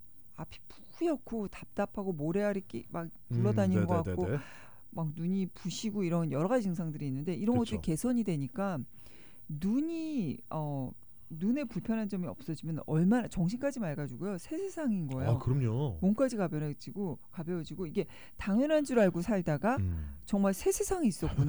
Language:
Korean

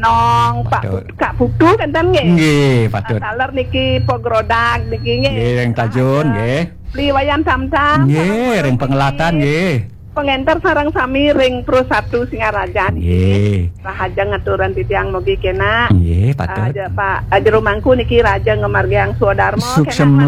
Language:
Balinese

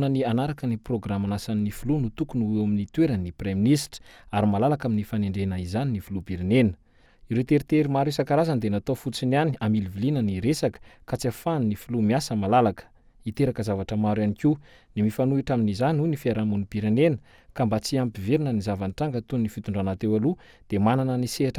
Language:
Malagasy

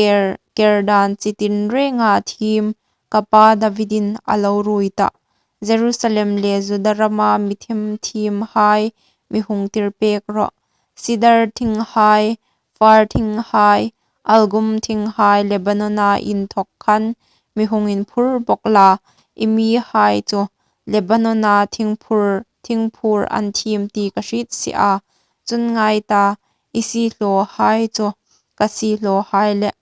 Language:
Hmar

